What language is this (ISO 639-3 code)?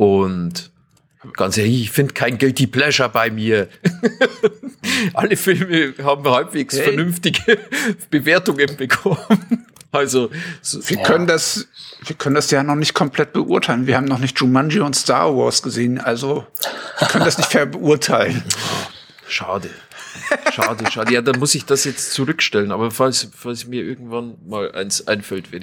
deu